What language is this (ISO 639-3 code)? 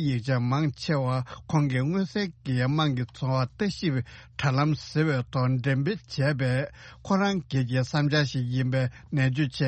bod